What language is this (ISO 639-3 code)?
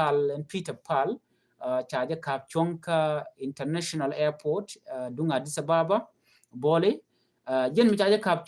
nus